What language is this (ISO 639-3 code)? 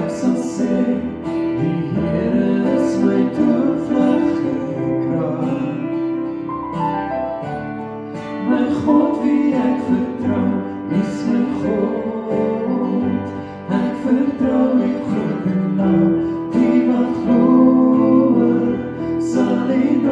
afr